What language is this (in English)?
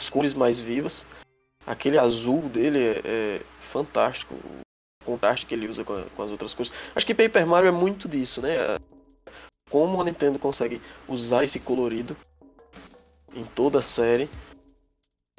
Portuguese